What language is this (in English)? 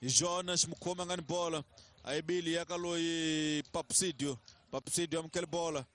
Tsonga